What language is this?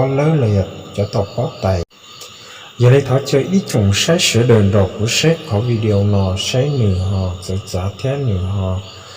Hmong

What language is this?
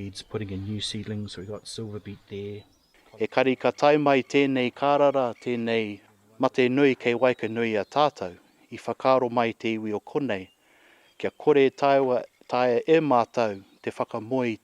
Māori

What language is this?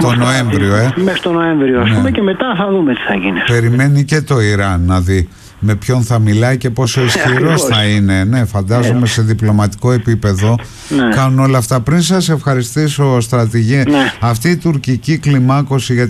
Greek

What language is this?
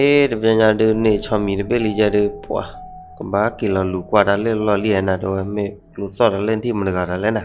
S'gaw Karen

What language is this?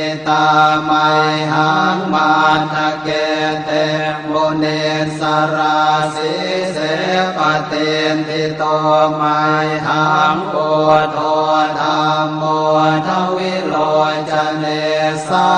Pali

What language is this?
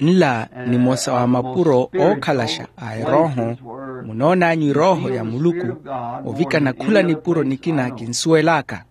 Makhuwa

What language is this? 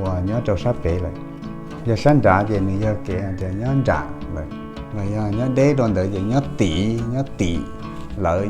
Hmong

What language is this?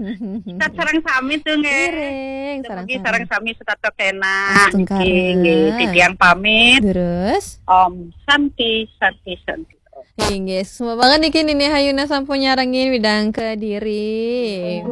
Balinese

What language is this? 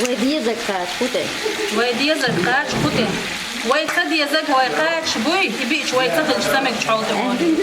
Chechen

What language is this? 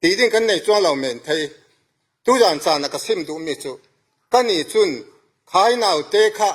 Falam Chin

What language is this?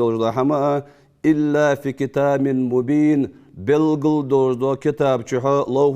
Ingush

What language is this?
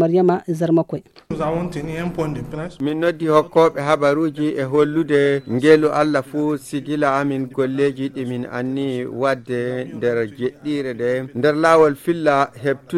Fula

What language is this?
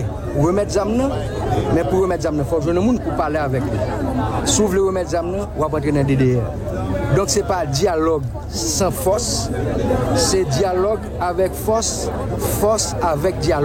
Haitian Creole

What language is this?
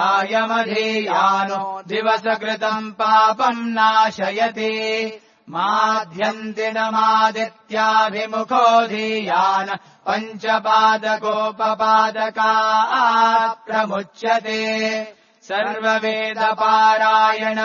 Sanskrit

